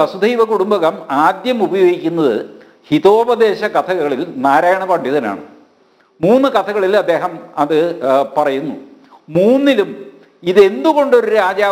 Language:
Malayalam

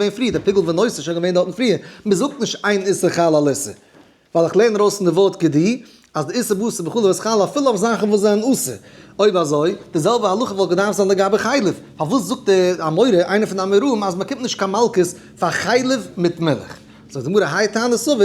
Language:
Yiddish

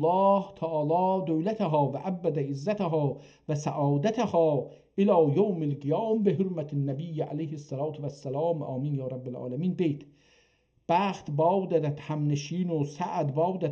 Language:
South Azerbaijani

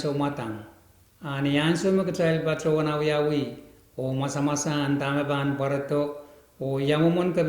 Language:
Pohnpeian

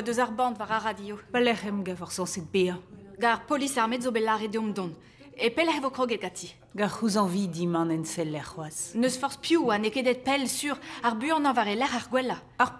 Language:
Breton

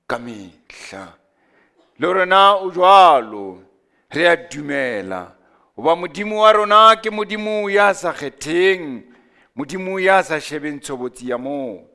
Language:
Southern Sotho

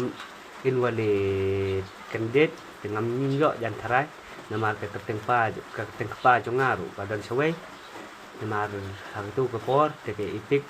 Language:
Khasi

